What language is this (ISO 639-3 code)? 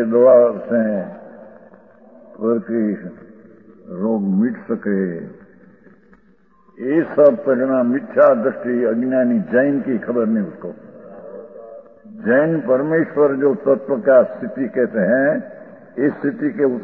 hin